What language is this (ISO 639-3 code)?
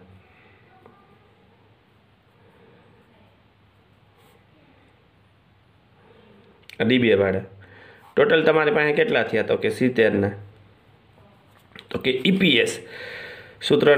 guj